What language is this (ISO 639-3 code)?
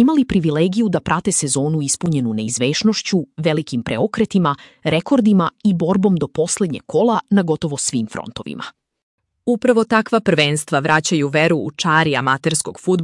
srp